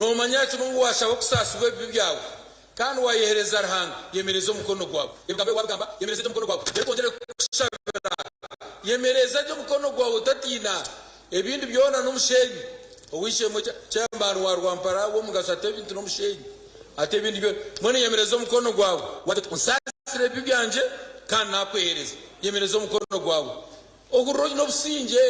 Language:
Nyankole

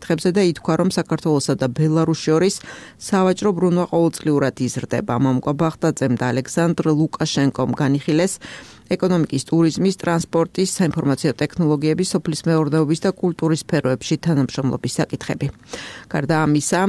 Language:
Georgian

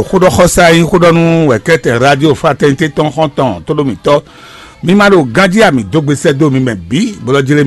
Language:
Fon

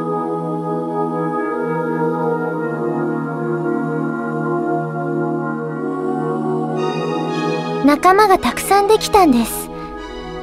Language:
Japanese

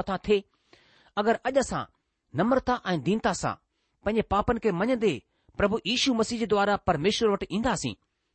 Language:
Sindhi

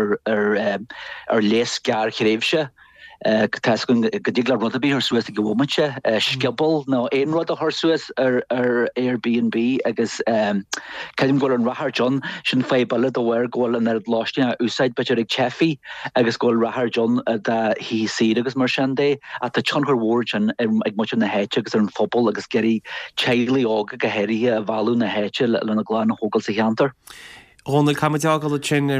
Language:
Irish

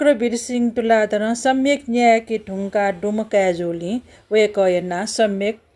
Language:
Newari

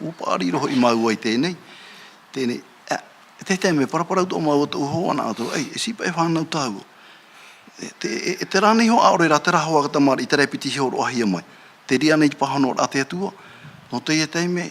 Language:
Tahitian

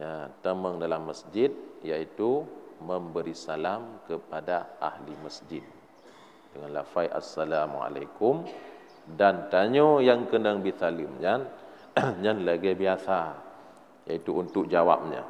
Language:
Achinese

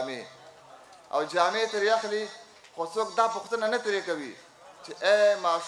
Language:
Pashto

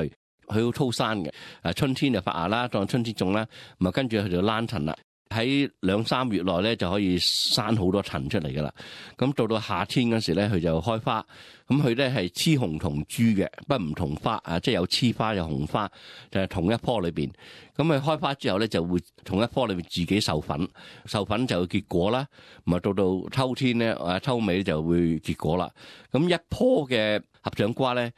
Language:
Cantonese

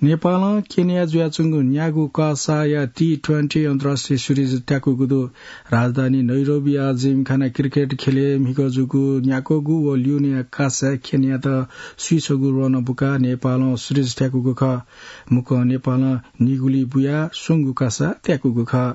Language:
Newari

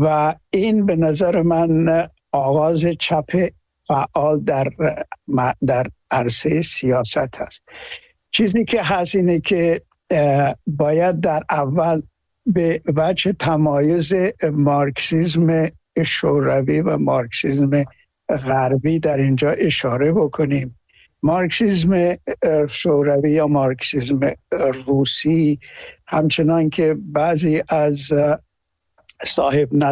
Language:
Persian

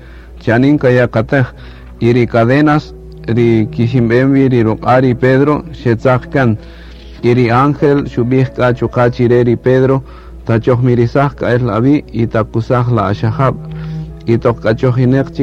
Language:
Kaqchikel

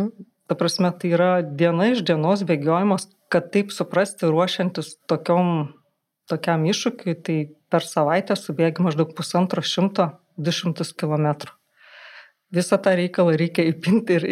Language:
Lithuanian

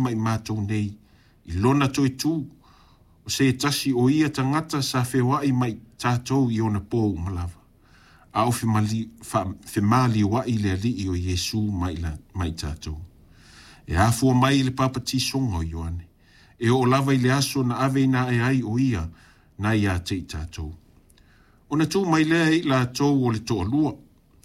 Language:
Samoan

